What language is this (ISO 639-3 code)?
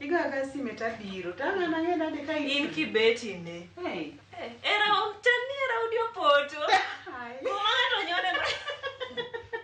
luo